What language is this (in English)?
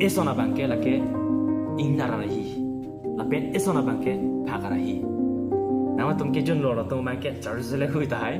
Karbi